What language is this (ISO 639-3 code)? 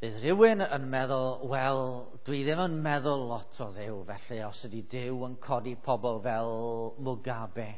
cym